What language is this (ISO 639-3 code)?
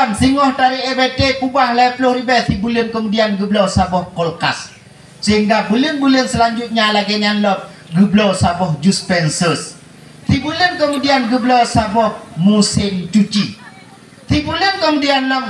ace